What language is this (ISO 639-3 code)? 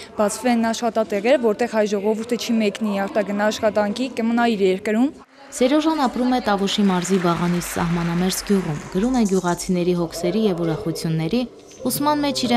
hye